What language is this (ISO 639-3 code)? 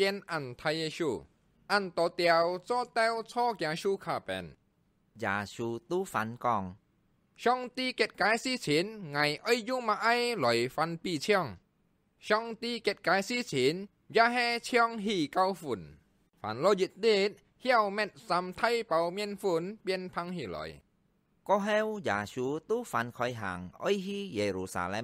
hak